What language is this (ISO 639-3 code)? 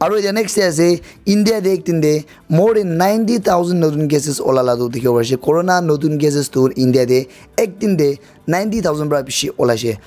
nag